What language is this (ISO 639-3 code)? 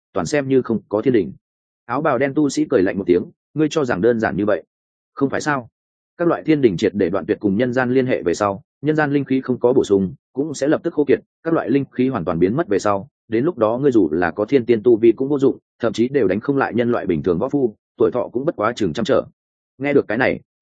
vie